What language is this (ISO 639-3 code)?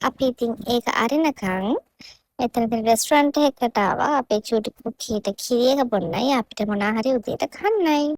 sin